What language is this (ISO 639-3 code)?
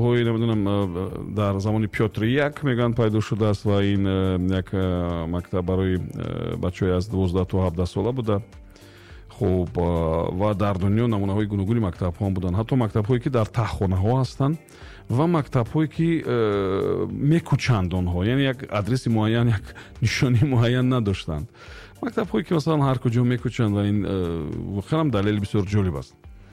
tgk